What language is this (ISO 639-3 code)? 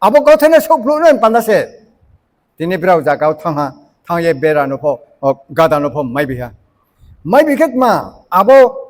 ria